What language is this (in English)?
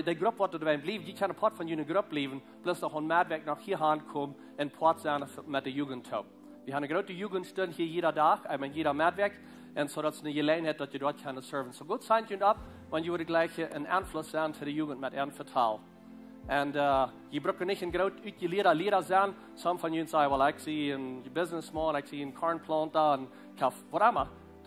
Plautdietsch